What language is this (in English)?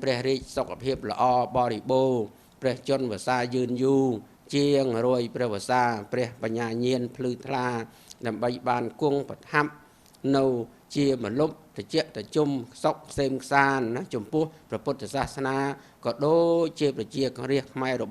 Khmer